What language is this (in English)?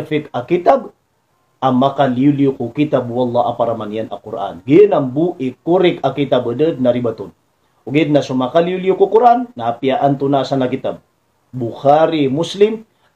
Maranao